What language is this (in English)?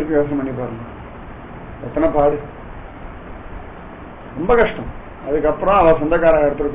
Tamil